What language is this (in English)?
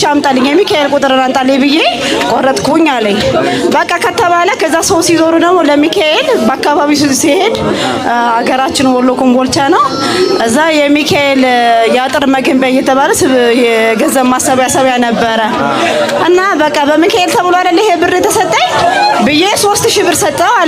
Amharic